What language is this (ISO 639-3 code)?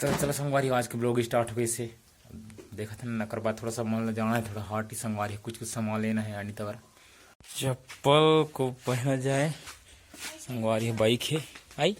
hne